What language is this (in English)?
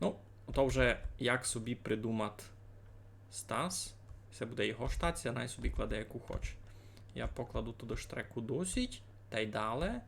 Rusyn